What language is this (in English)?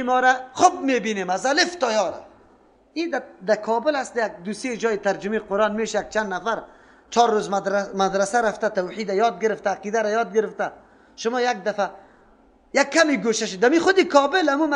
Persian